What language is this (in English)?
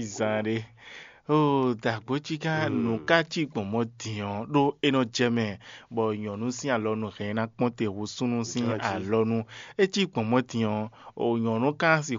Fon